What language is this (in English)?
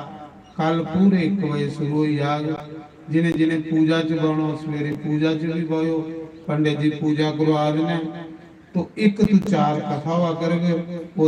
Dogri